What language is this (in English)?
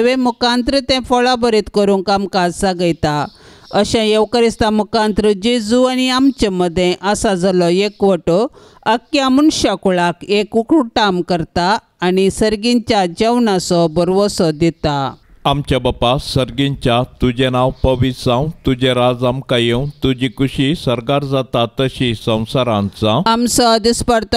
Konkani